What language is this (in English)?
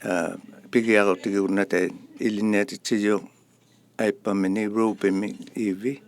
Inuktitut